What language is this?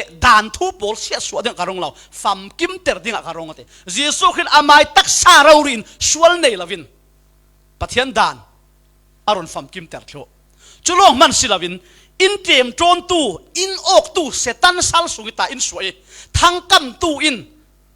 Falam Chin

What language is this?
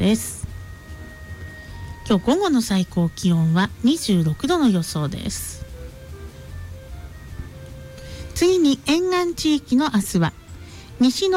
Japanese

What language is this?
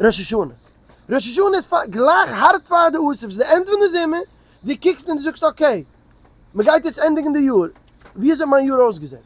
Yiddish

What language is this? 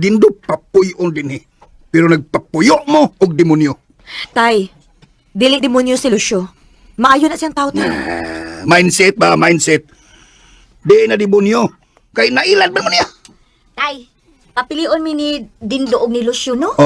Cebuano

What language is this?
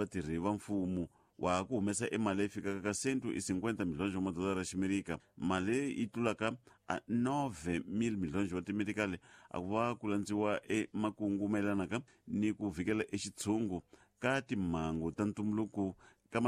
Tsonga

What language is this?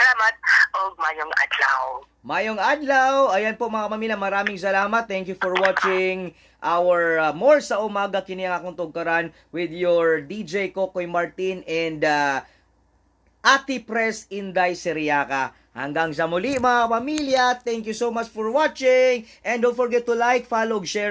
Cebuano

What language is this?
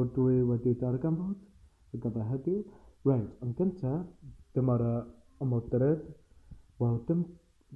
Welsh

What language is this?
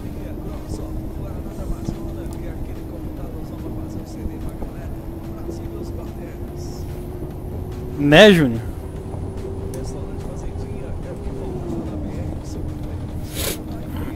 Portuguese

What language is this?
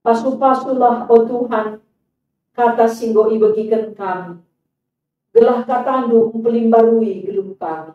Batak Karo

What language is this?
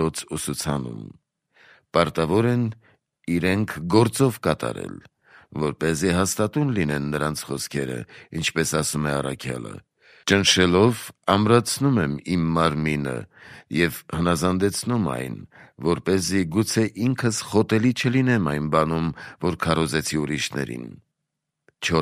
Armenian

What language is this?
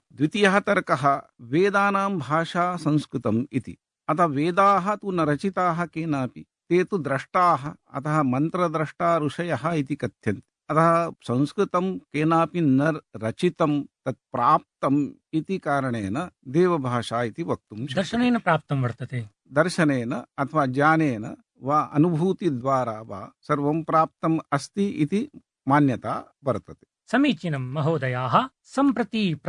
Sanskrit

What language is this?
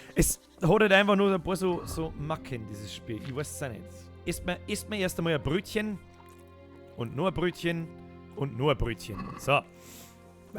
Bavarian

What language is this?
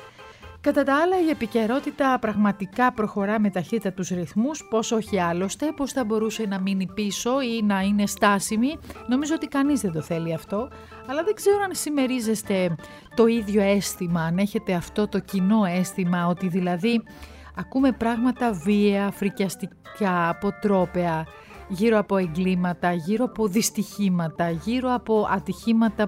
Greek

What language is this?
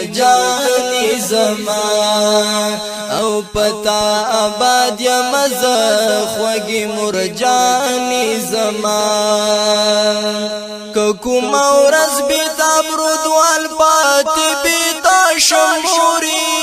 Pashto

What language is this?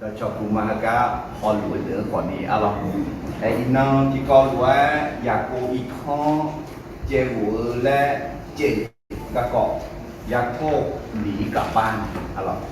Akha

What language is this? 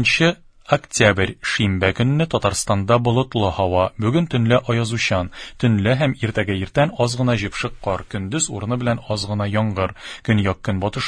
Tatar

